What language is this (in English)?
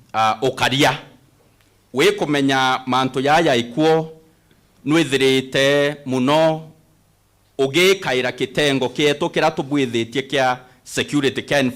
Meru